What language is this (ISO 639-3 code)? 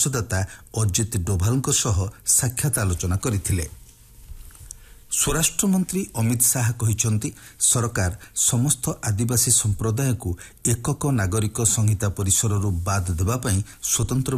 ori